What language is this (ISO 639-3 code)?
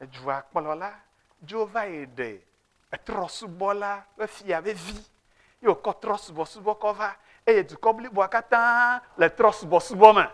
ewe